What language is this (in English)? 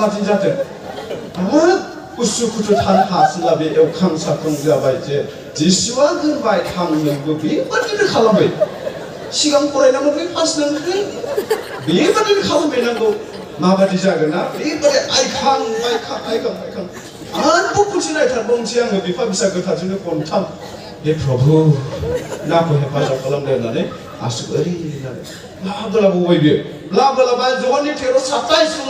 Bodo